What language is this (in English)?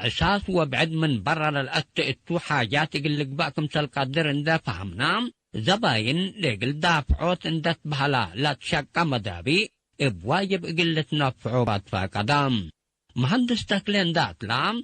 Tigre